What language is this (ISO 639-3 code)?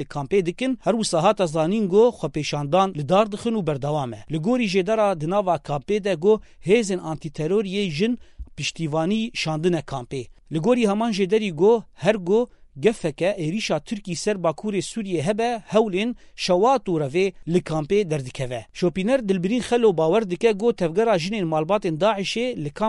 kur